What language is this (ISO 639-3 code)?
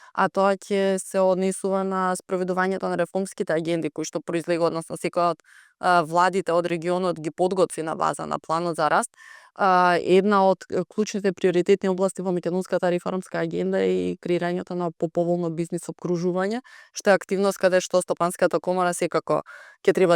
mkd